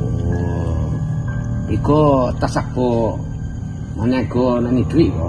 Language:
Minangkabau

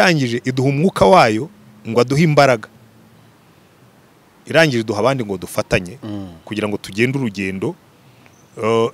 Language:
Kinyarwanda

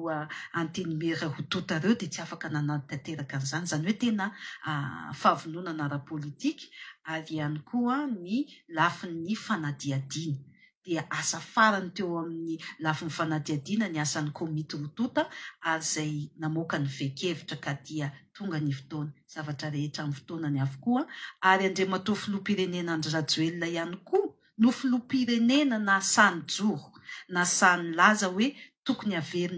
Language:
Malagasy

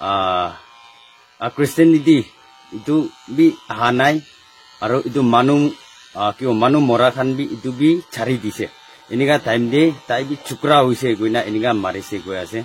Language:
Naga Pidgin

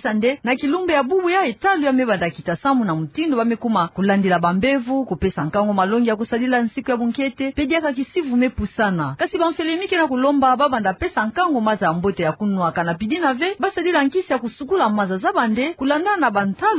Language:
Kituba (Democratic Republic of Congo)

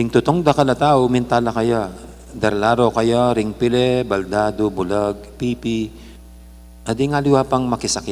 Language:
Pampanga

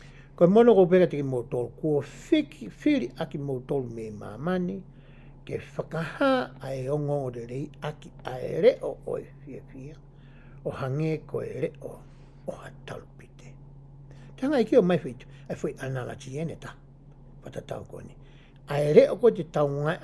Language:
Tongan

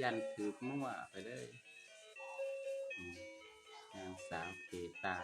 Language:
Lao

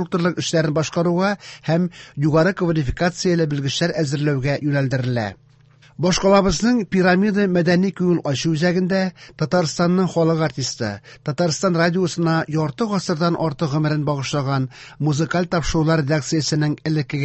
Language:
Tatar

